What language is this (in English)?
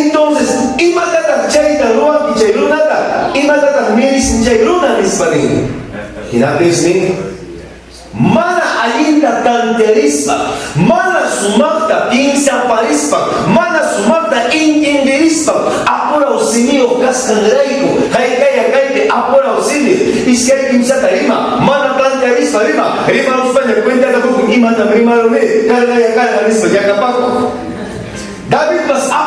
Ayacucho Quechua